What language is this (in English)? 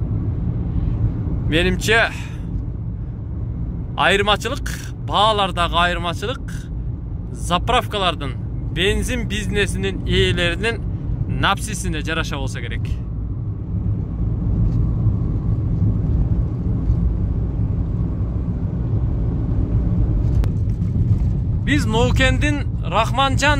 Kyrgyz